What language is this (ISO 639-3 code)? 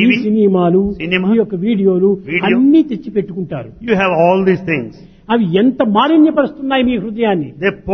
tel